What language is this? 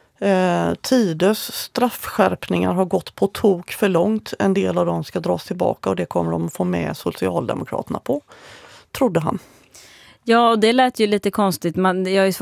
Swedish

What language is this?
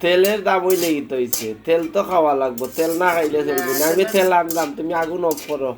Sylheti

